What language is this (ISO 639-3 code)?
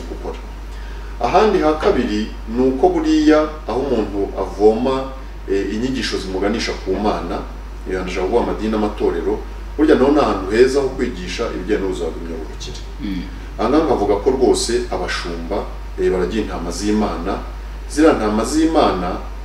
kin